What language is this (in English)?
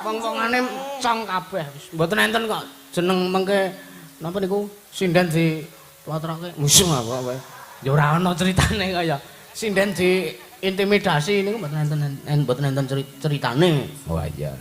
Javanese